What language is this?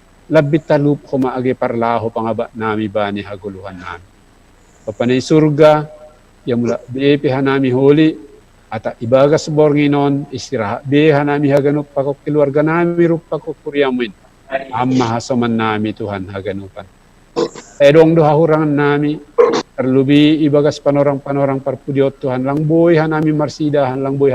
Batak Simalungun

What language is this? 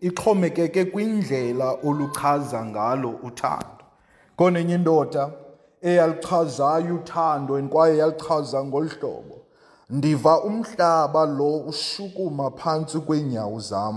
Xhosa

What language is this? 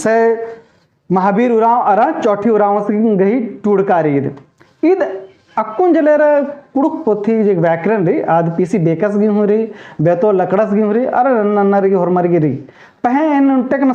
Kurukh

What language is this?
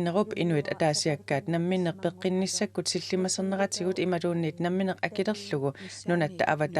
Kalaallisut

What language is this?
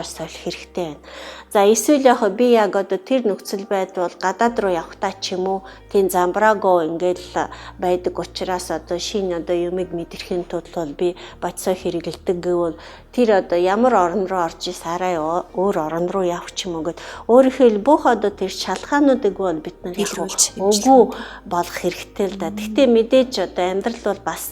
Mongolian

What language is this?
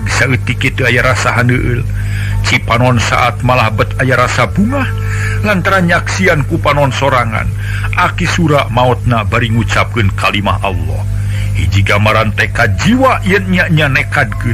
Sundanese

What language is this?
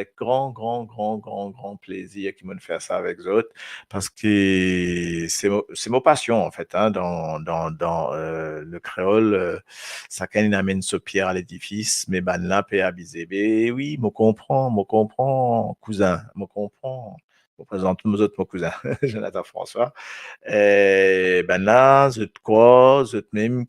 Morisyen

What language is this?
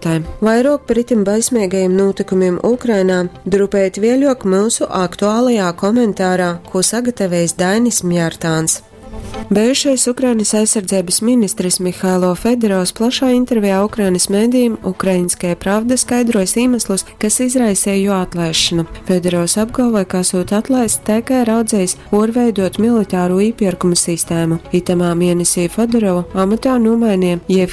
Latgalian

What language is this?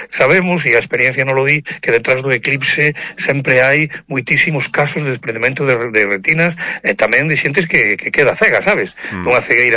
Galician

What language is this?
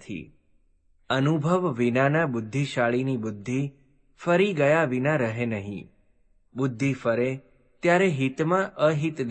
Gujarati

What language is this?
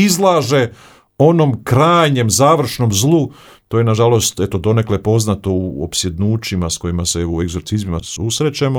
Croatian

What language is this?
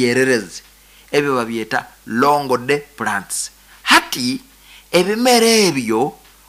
Nyoro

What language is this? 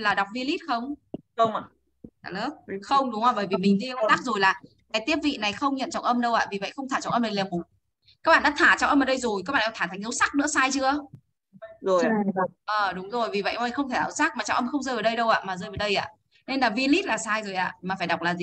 Vietnamese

